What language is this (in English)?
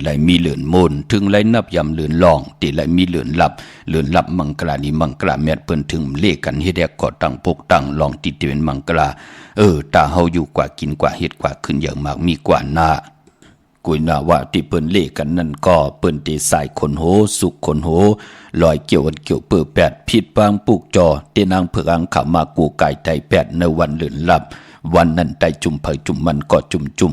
Shan